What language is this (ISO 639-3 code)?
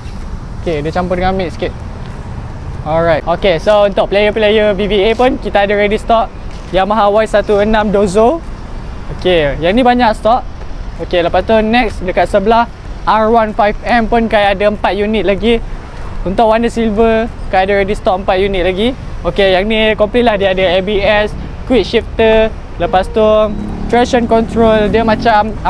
msa